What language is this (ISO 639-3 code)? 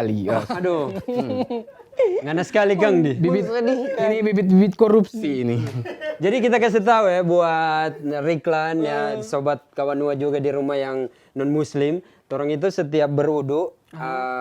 xmm